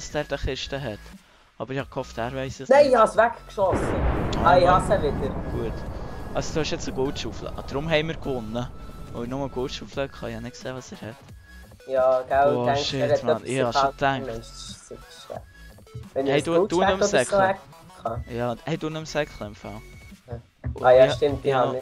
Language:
Swiss German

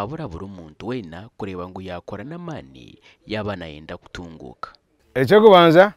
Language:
Nyankole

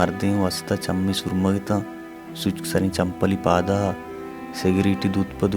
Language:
Baluchi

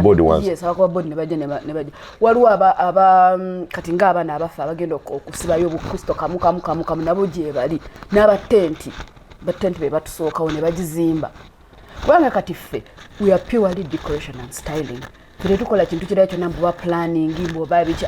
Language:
Ganda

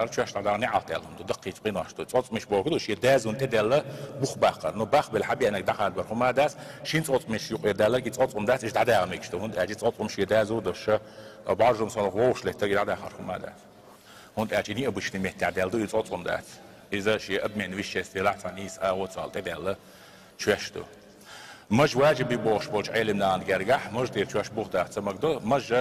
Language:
Chechen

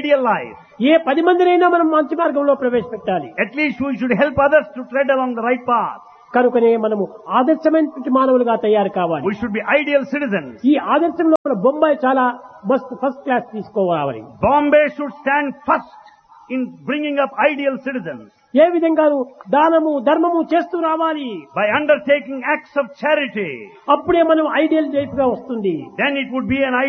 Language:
Telugu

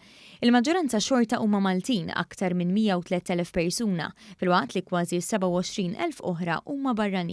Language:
Maltese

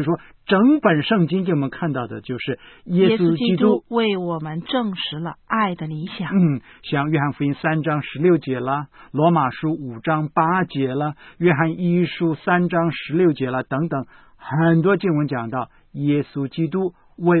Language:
Chinese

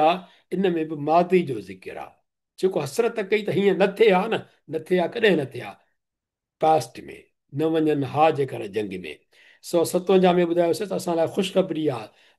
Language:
Sindhi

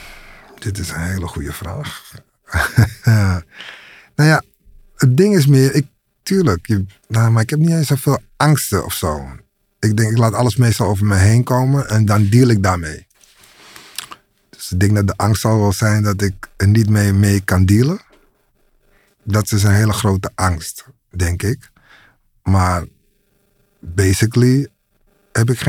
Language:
Dutch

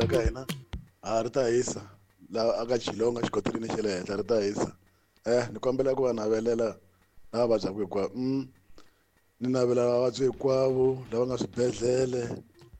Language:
Tsonga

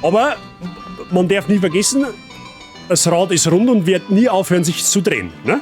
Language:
Bavarian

